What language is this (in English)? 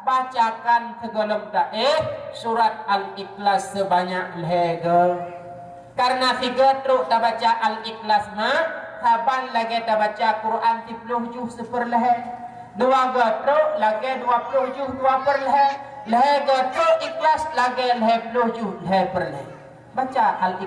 Achinese